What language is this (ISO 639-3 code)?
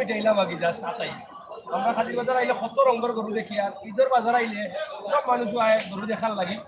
syl